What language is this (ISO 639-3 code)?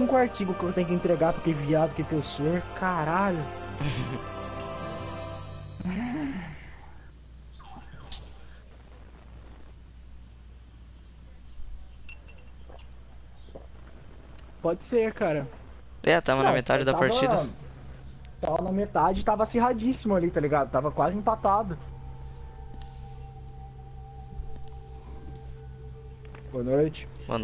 por